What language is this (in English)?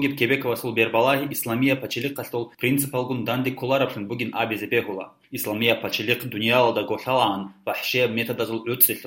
Avaric